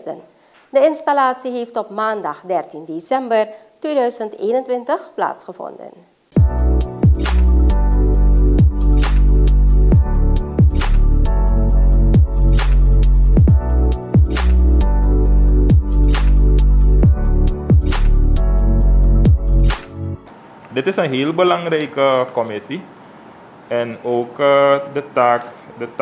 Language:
Dutch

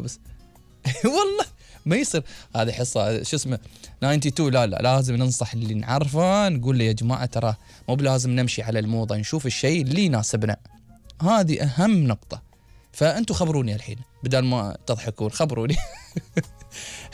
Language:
Gulf Arabic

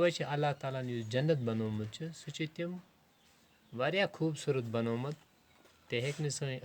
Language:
Kashmiri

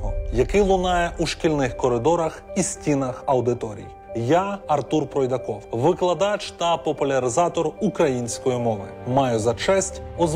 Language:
Ukrainian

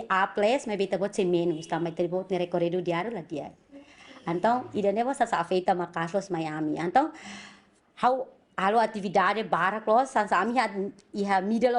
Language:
Tetum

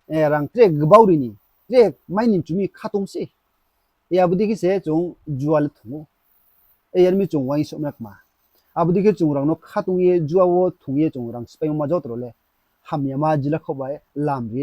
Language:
Riang (India)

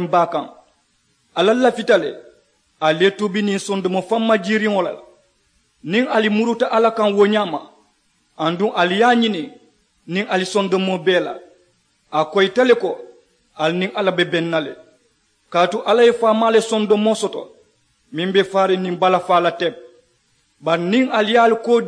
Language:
Mandingo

